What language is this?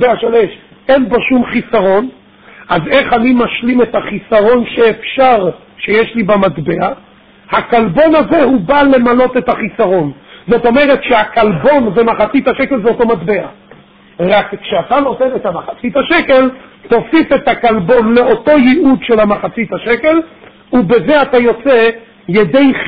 Hebrew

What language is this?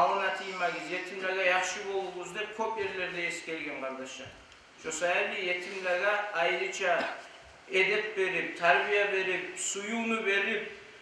Kumyk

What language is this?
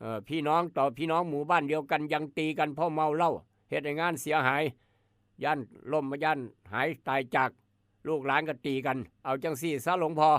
Lao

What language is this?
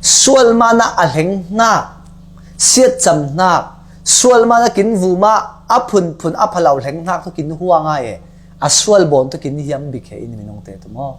Falam Chin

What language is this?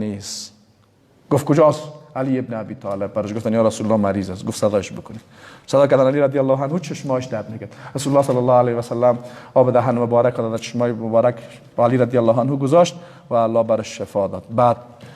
Persian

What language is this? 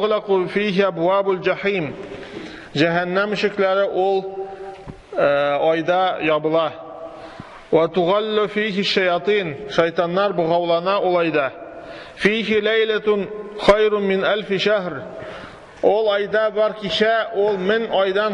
Tatar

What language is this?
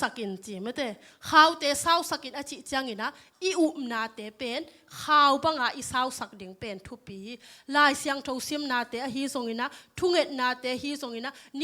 Tedim Chin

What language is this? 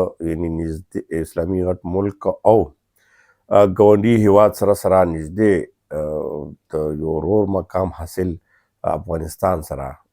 Pashto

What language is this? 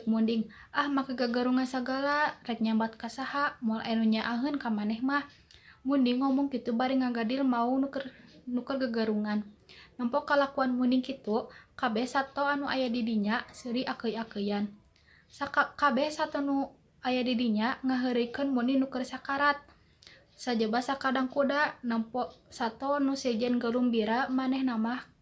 Sundanese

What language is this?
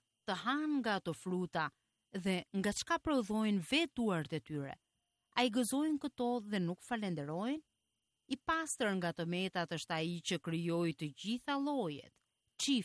Albanian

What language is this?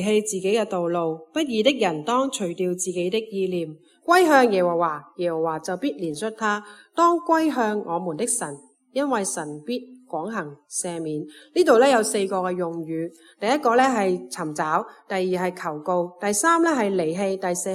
Cantonese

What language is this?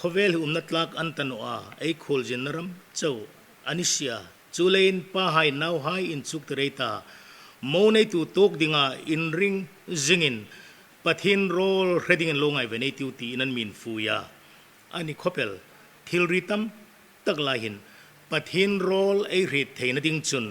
Hmar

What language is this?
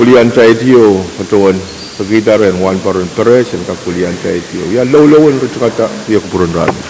Pohnpeian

